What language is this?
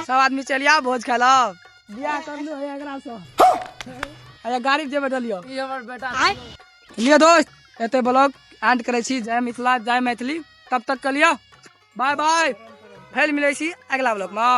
Maithili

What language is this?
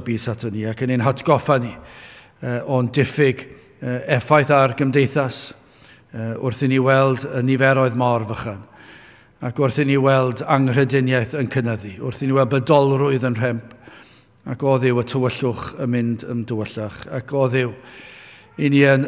Welsh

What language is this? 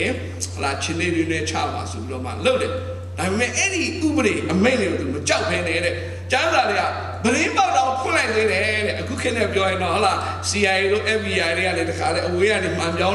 Burmese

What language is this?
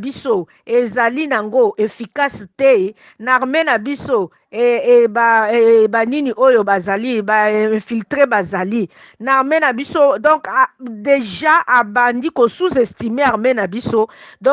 Lingala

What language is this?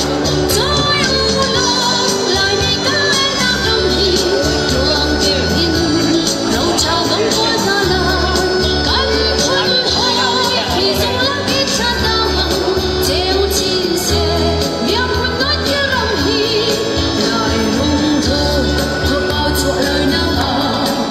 Hakha Chin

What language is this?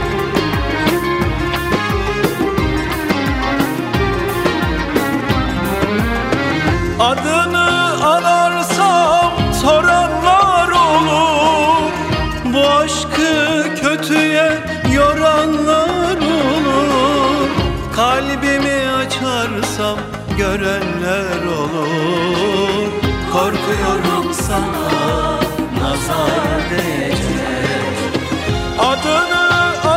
Turkish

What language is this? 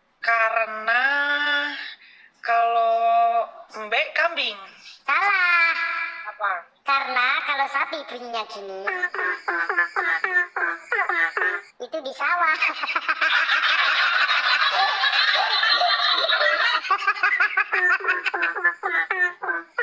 Indonesian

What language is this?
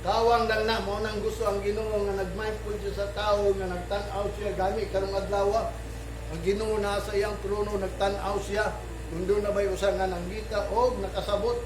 Cebuano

